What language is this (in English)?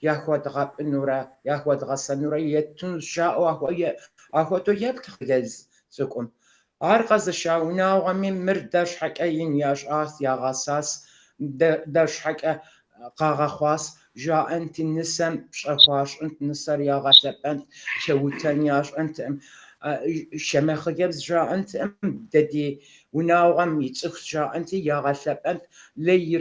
Kabardian